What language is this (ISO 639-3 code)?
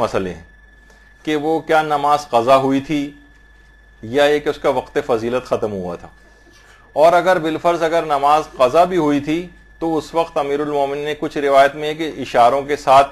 urd